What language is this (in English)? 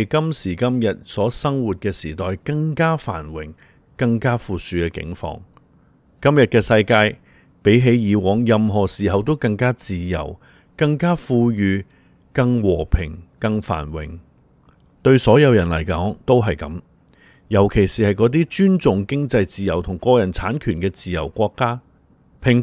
Cantonese